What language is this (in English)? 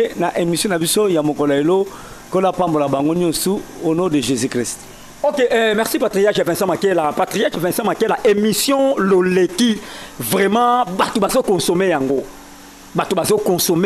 Lingala